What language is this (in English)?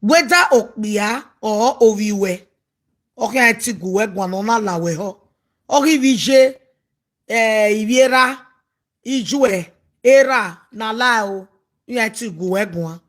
Nigerian Pidgin